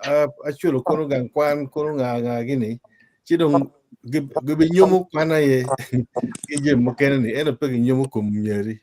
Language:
Acoli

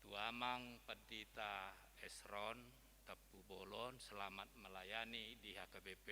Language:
Batak Toba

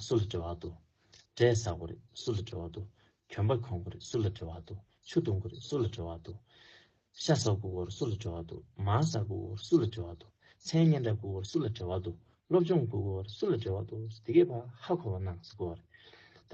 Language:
Tibetan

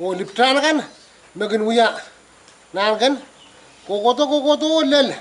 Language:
Pohnpeian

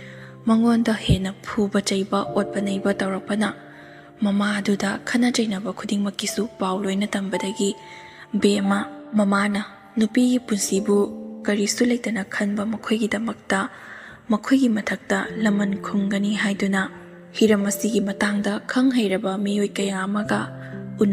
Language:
Manipuri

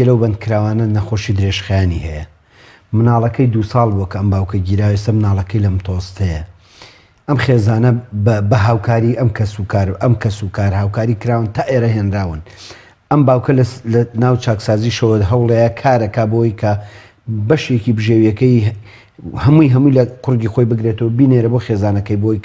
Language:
Central Kurdish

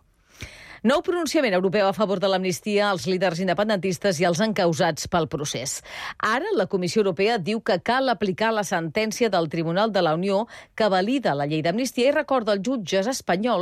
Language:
Catalan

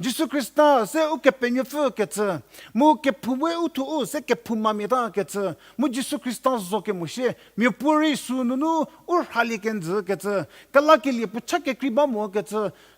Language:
Angami Naga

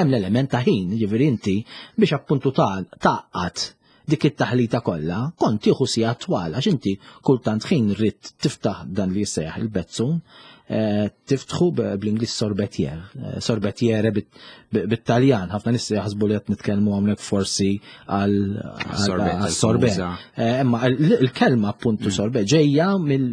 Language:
Maltese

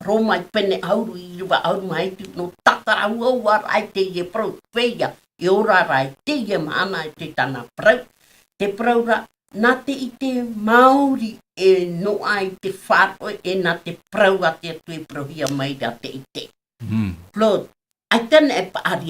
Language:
Tahitian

